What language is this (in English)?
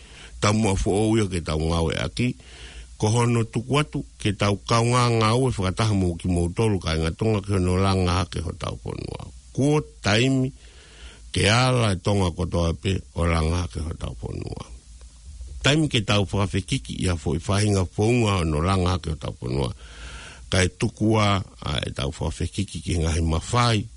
Tongan